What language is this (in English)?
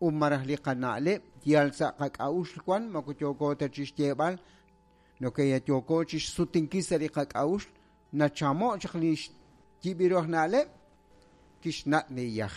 Kekchí